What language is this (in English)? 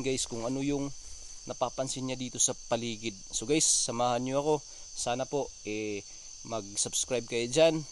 Filipino